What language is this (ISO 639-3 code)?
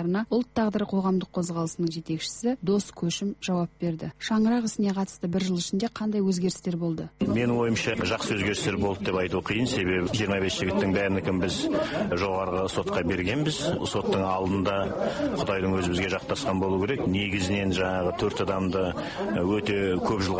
kaz